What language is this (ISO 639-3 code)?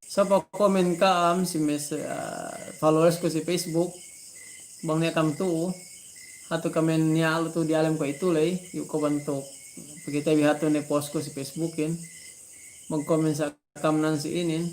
yka